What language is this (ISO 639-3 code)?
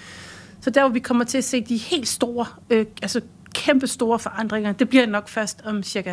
dan